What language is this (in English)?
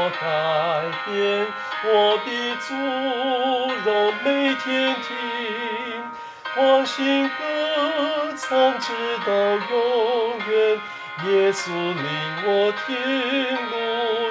Chinese